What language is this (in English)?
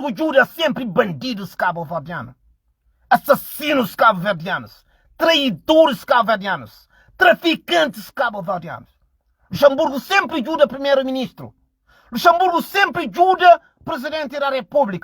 Kabuverdianu